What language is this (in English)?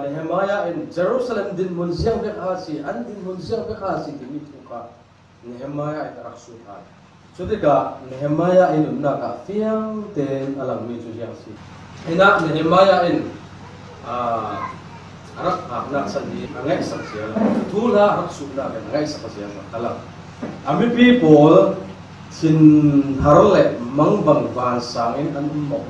Falam Chin